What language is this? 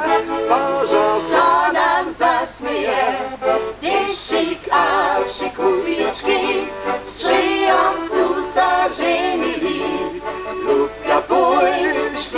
Upper Sorbian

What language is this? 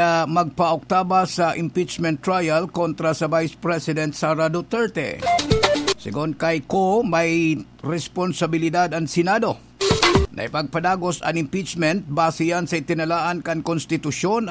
Bikol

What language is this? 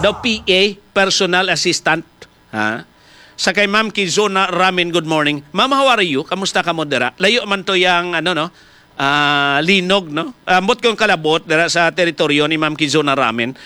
Hiligaynon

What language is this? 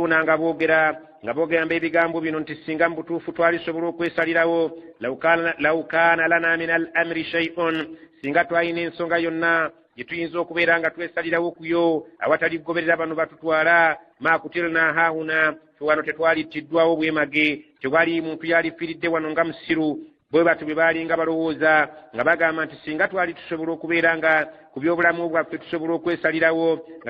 Ganda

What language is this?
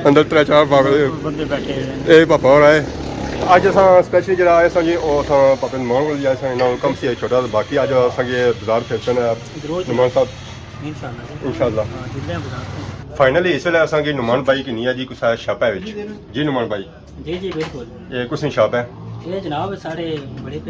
Pahari-Potwari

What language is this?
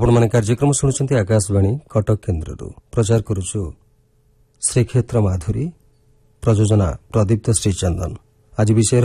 Odia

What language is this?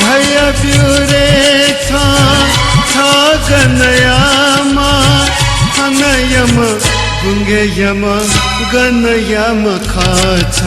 Newari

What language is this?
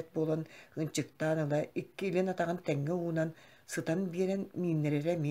Yakut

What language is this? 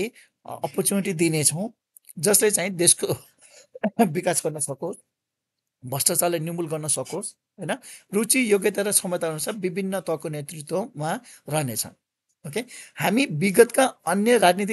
Nepali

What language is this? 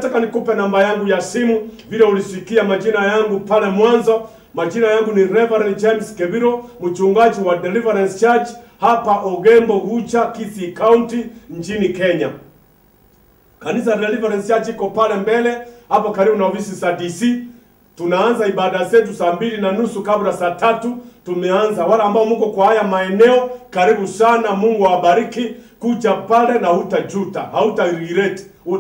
Swahili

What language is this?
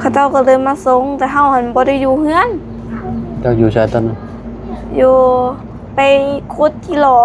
Lao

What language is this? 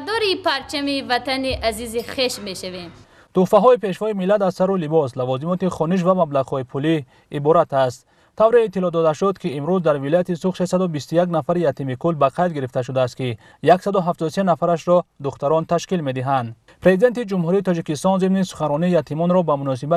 Tajik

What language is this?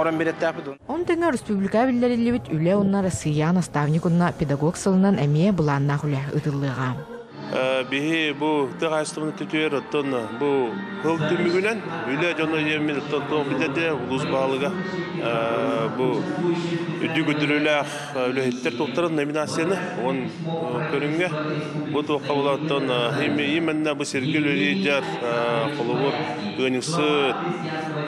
Yakut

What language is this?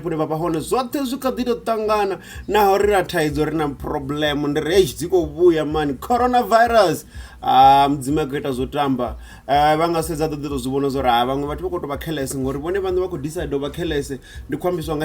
Venda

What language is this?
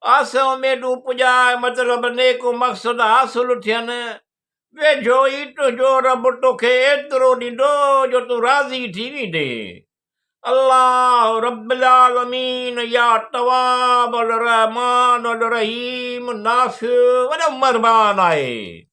Sindhi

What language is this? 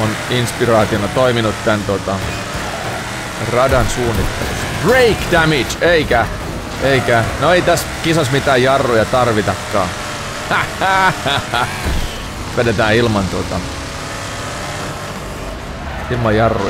Finnish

